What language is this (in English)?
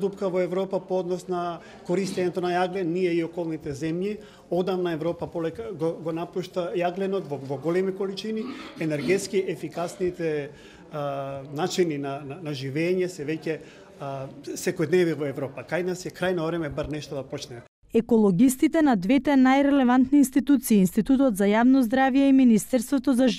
Macedonian